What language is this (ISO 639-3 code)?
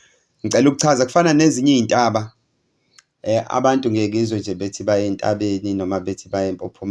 zul